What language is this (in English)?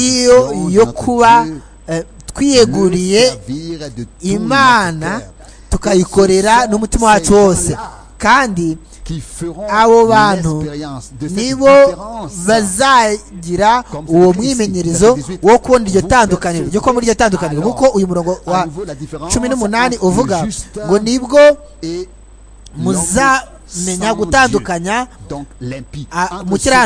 Kinyarwanda